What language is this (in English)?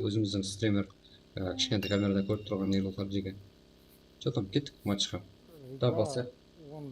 Kara-Kalpak